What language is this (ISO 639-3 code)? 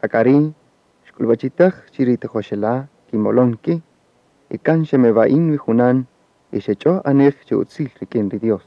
cak